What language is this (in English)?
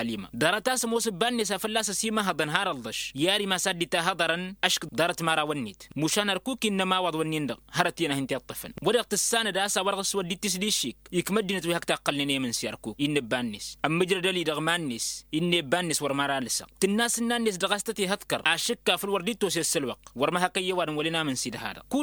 Tamasheq